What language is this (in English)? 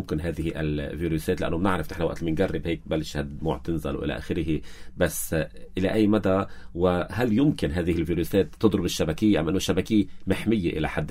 North Levantine Arabic